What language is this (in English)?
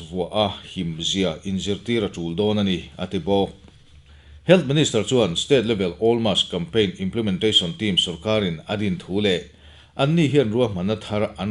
Mizo